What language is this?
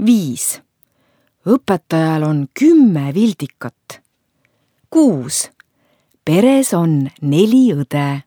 Estonian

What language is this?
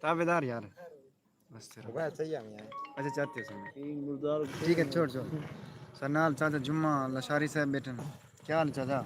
Saraiki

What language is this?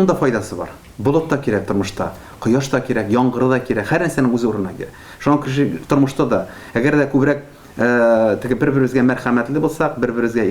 Tatar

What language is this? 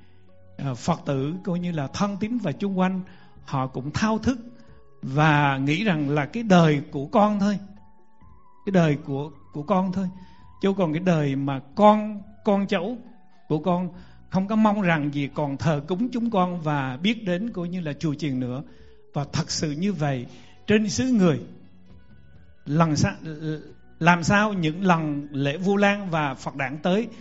Vietnamese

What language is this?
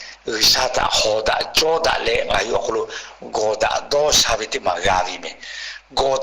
Lahu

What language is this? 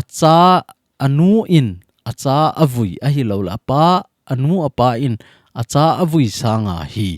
Thado Chin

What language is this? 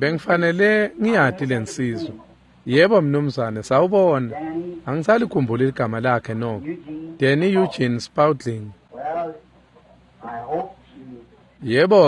Swati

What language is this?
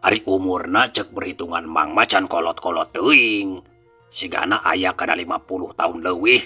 Sundanese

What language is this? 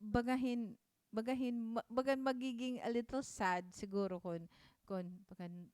Waray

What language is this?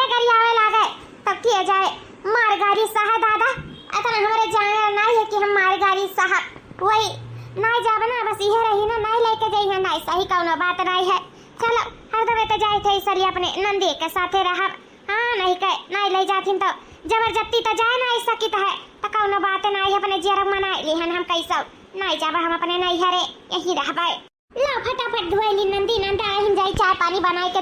Awadhi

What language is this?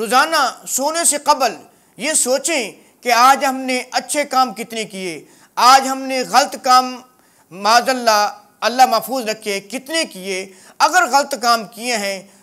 Urdu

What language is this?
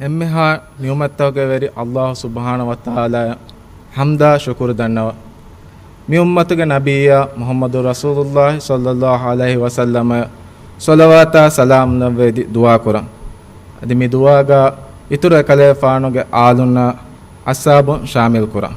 Divehi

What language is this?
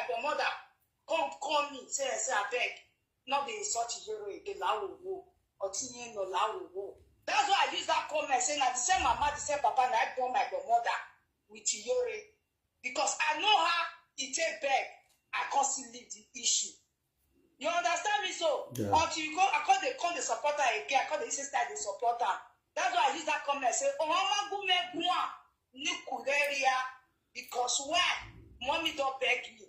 Nigerian Pidgin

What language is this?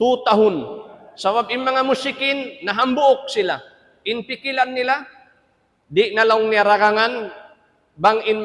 Tausug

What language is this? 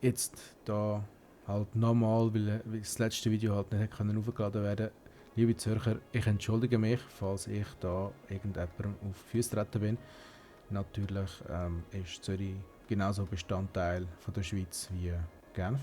Swiss German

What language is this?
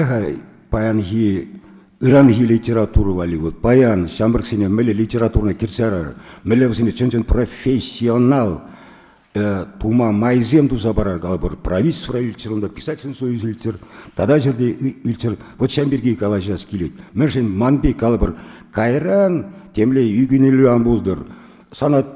Chuvash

